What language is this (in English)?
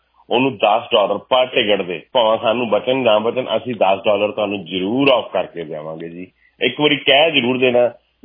Punjabi